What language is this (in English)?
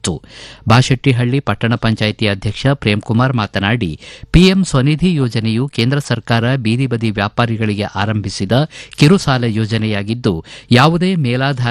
Kannada